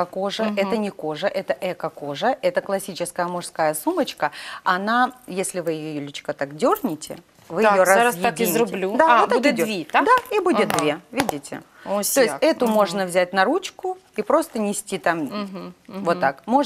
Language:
Ukrainian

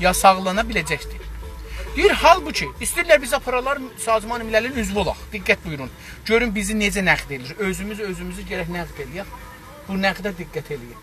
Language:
South Azerbaijani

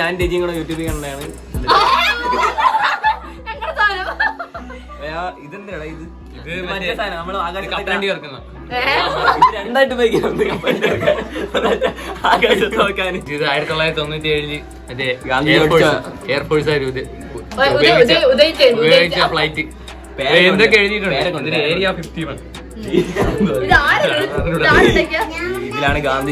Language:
Malayalam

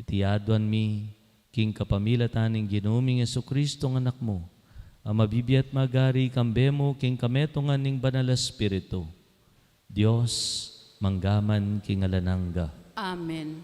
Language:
Pampanga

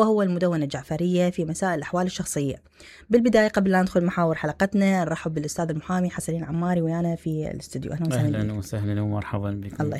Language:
Mesopotamian Arabic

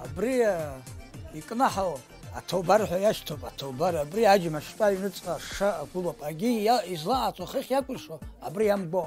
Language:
Abkhazian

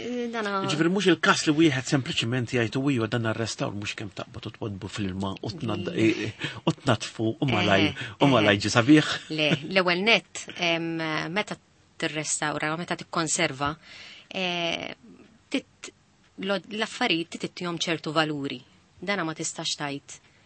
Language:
Maltese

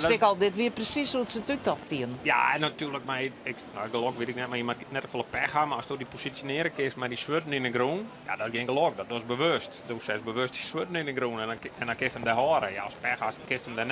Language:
Western Frisian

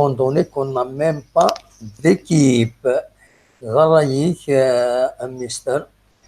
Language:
Kabyle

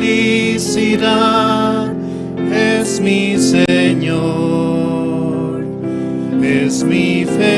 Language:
Aymara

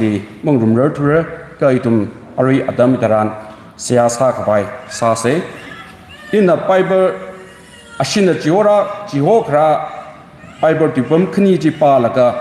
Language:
Tangkhul Naga (India)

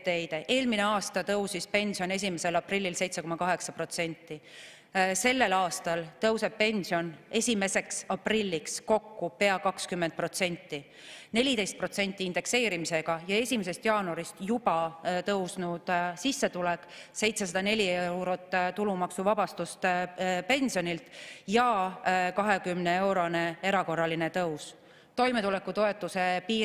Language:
Estonian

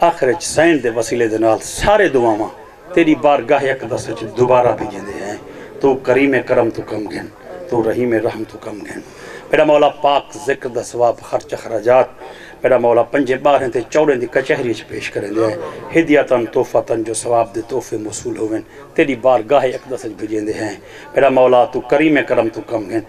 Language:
Saraiki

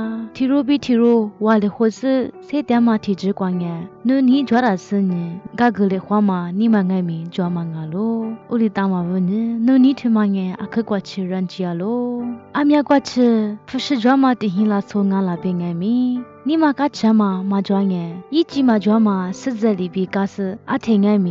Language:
Lisu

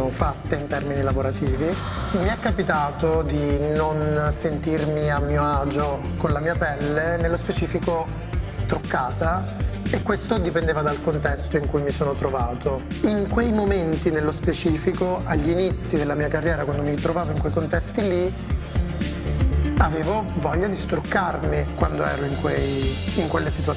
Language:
Italian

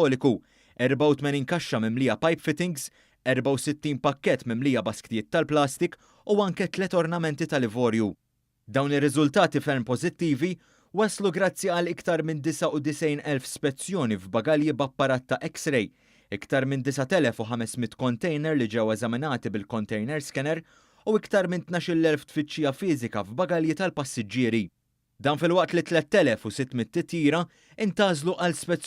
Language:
Maltese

